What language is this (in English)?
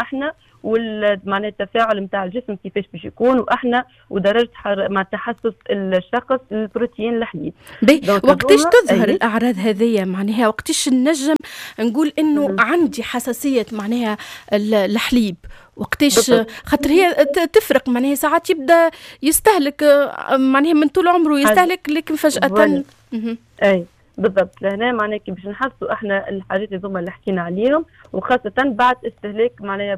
Tunisian Arabic